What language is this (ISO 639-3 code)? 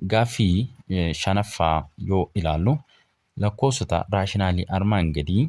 orm